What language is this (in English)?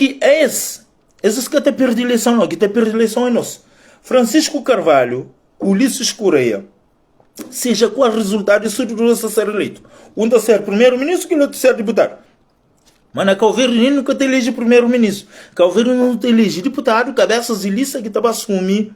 Kabuverdianu